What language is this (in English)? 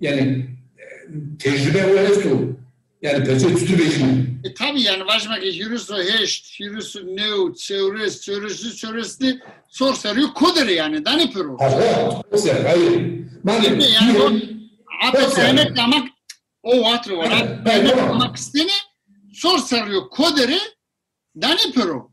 Zaza